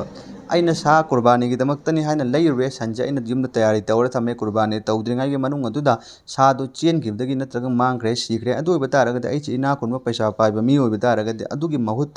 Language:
Manipuri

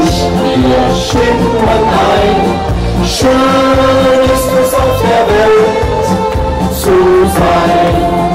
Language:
German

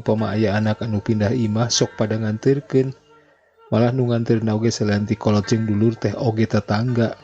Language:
Sundanese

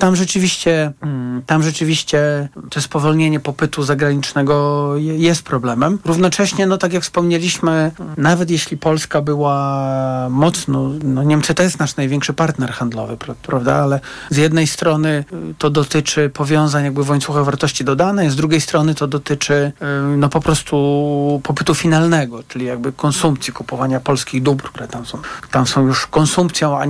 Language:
Polish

